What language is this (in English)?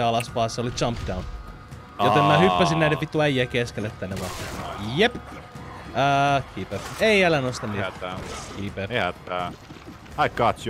Finnish